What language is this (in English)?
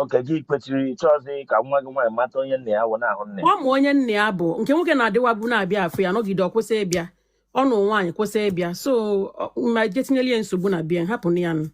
Igbo